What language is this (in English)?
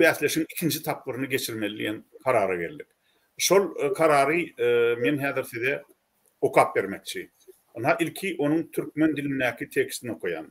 Turkmen